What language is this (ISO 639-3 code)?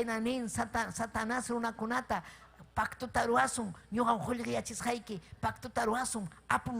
quy